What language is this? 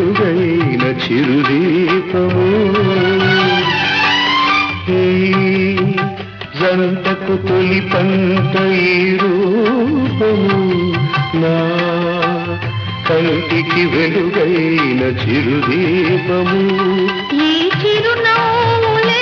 Telugu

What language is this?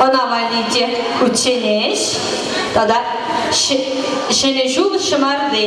Chuvash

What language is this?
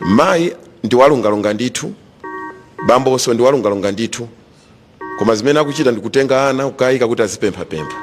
Nyanja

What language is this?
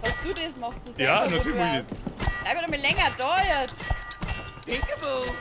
Bavarian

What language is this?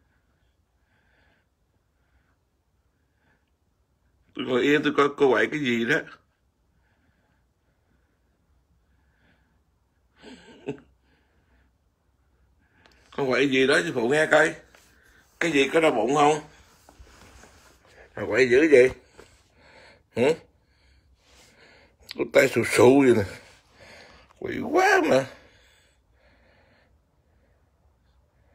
Vietnamese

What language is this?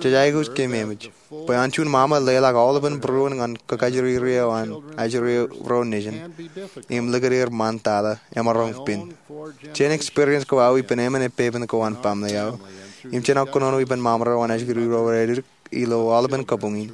Marshallese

